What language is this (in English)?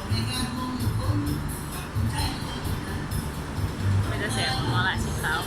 Lao